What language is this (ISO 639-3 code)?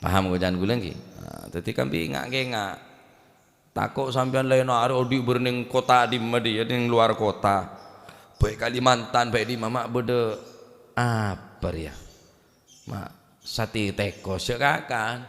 mad